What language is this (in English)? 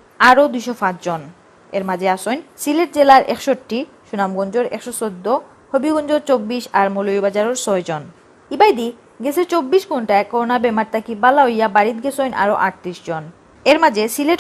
Sylheti